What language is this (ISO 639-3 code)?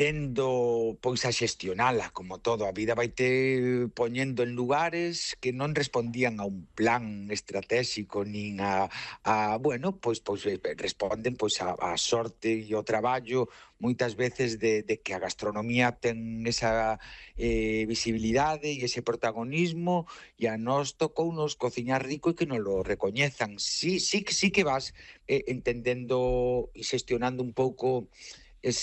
glg